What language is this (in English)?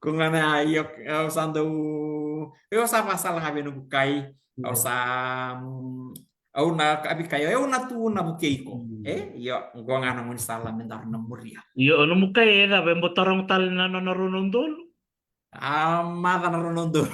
Fijian